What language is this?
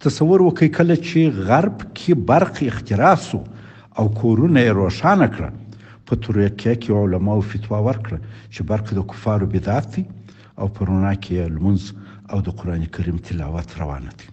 Pashto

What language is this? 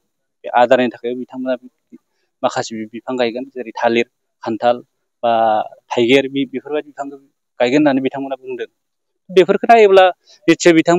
Bodo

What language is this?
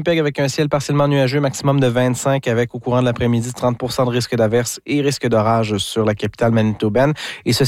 French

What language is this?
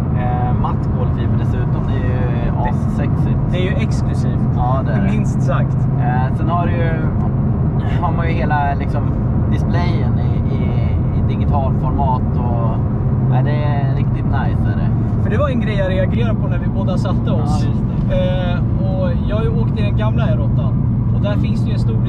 Swedish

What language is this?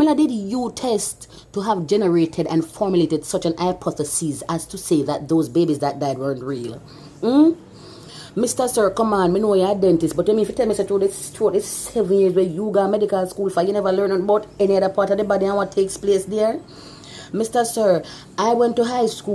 Jamaican Creole English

